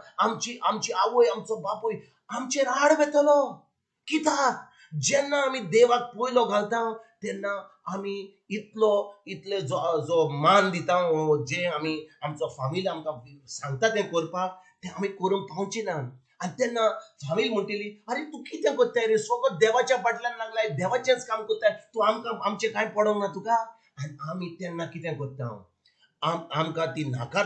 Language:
Konkani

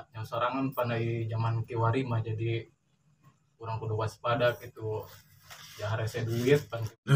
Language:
Sundanese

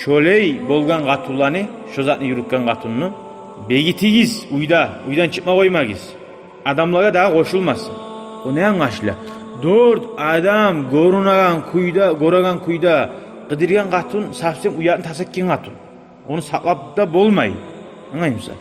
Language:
Kumyk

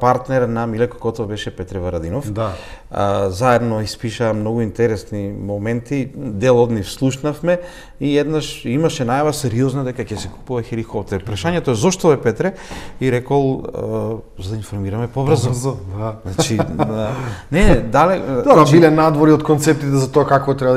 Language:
Macedonian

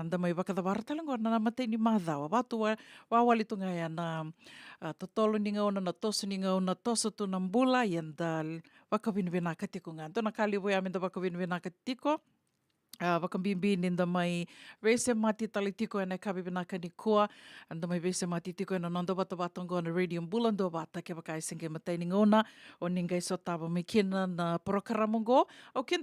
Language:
Fijian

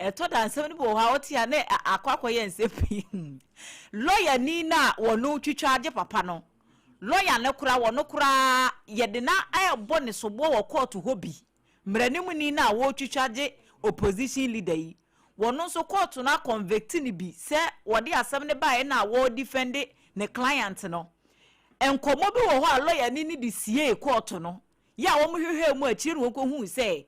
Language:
Akan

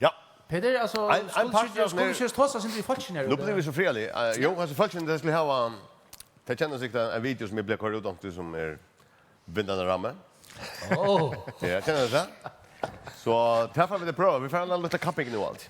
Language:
Faroese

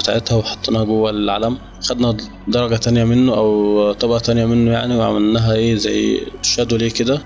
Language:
Egyptian Arabic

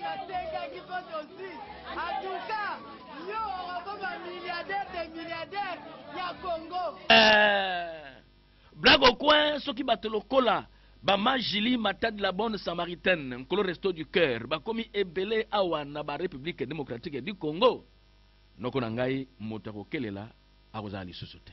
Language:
Lingala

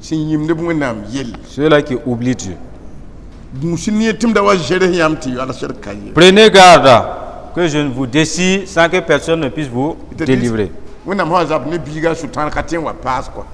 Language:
Mossi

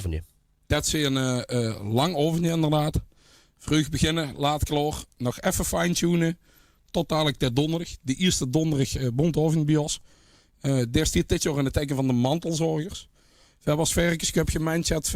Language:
Limburgish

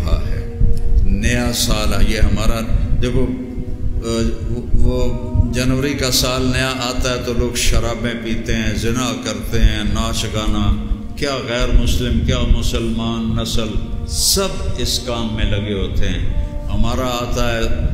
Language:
Urdu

